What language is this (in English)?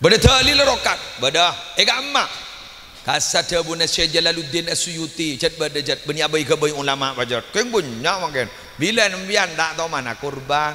Madurese